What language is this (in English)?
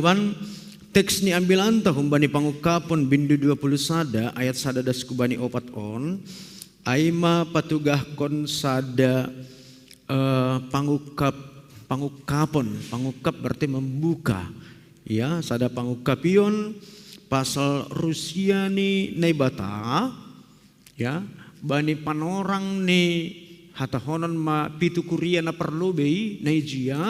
Batak Simalungun